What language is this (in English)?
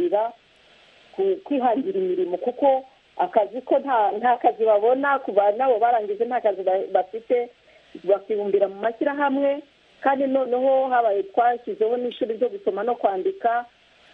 Kinyarwanda